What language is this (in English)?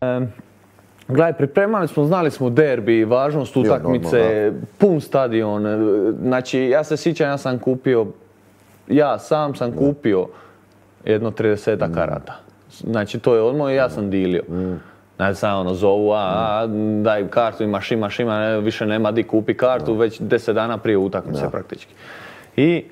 Croatian